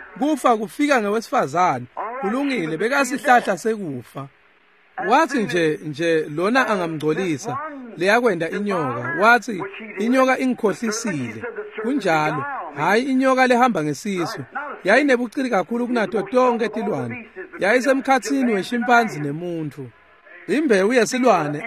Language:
Swati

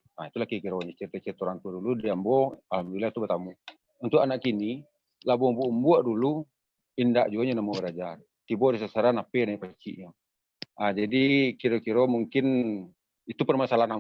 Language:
Minangkabau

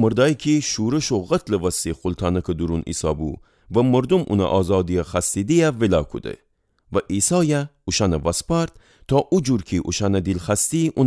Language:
Gilaki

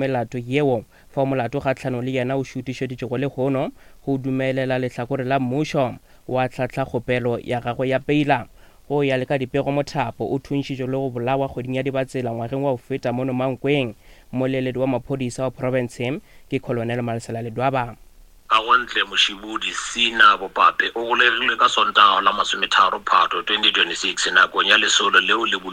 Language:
Northern Sotho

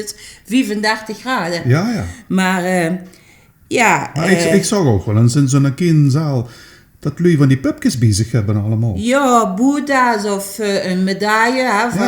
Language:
Limburgish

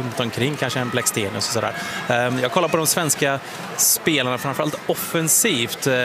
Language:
Swedish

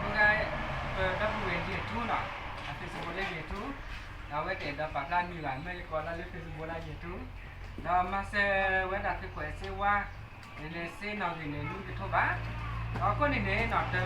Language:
S'gaw Karen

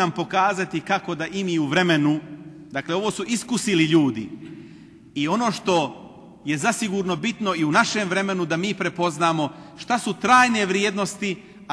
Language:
Bosnian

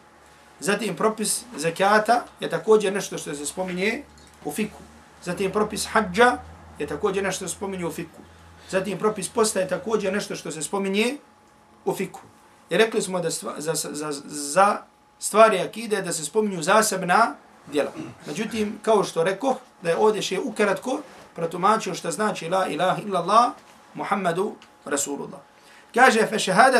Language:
Bosnian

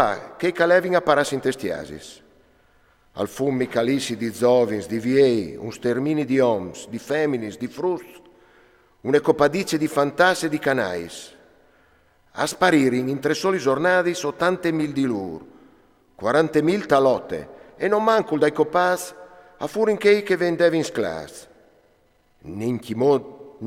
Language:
Friulian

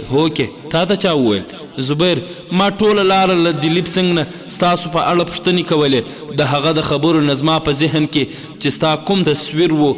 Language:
Pashto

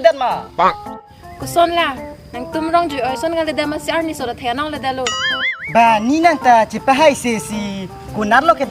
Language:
Karbi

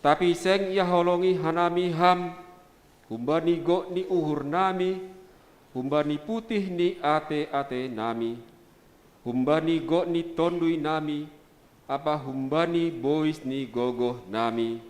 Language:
Batak Simalungun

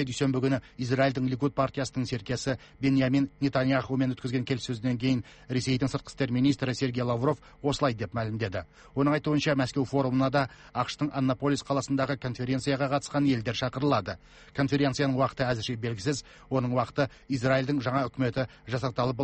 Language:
Kazakh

